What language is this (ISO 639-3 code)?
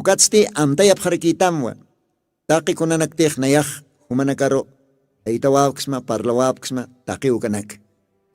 aym